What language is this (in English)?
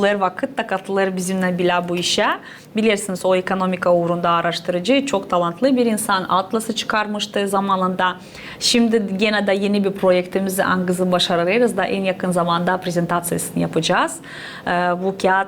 Gagauz